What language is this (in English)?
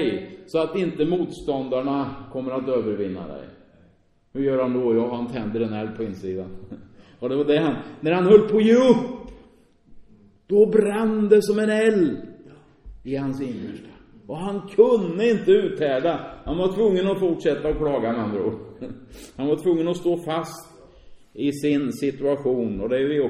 Swedish